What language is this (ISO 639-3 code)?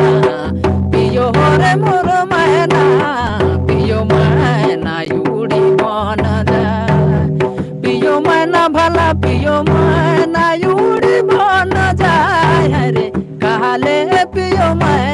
sck